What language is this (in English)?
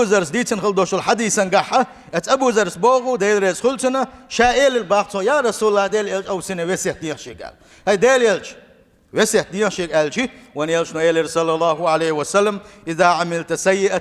Chechen